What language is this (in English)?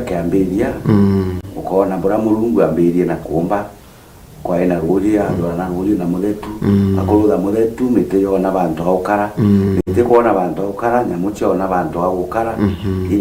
Meru